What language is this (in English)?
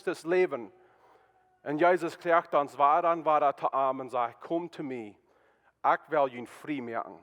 Plautdietsch